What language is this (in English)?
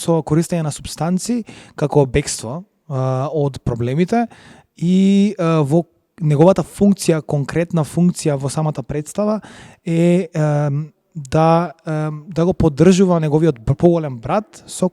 Macedonian